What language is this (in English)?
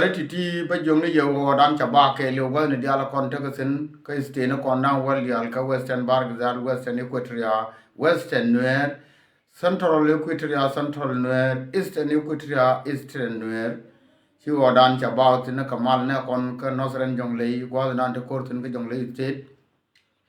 Nuer